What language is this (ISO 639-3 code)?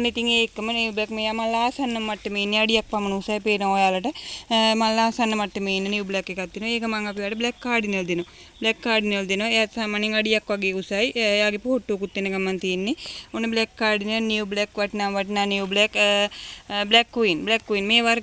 sin